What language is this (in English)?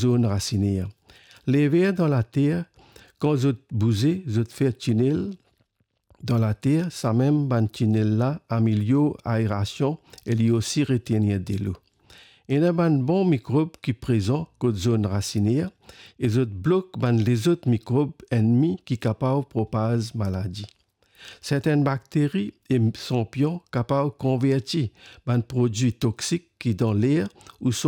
Morisyen